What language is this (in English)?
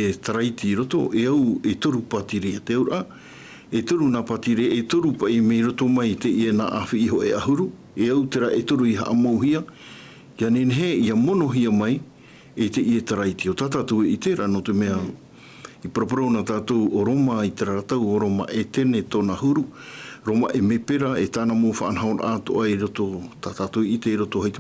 Tahitian